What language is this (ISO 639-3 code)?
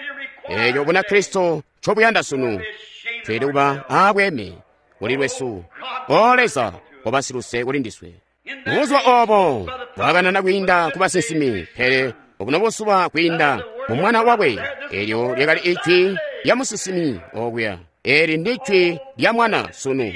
toi